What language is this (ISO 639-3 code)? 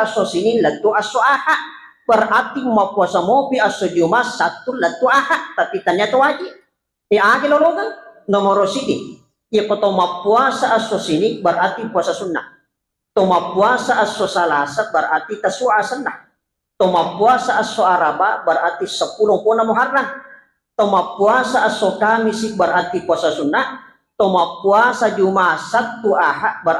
bug